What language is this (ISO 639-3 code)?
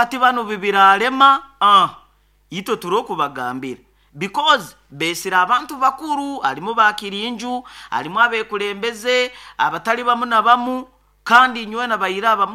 nyo